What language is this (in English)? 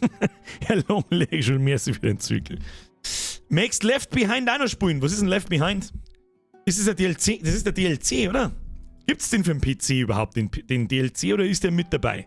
Bavarian